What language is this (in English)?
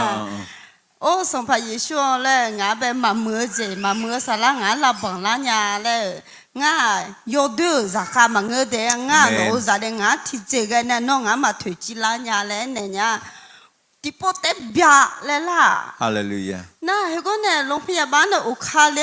Akha